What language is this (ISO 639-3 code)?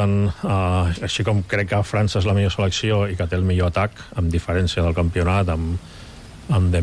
cat